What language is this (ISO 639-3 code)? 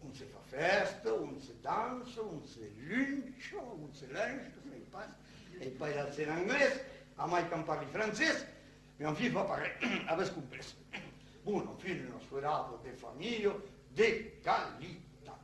oci